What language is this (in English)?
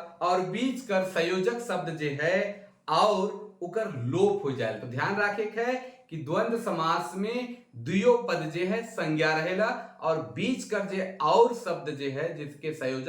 Sadri